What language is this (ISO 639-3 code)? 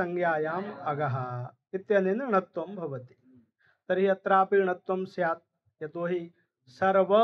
san